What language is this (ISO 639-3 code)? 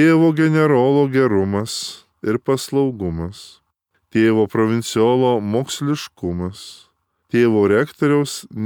lit